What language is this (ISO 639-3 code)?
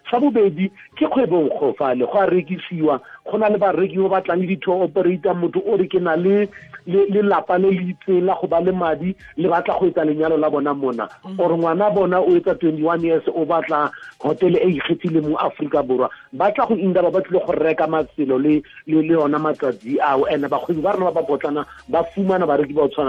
tsn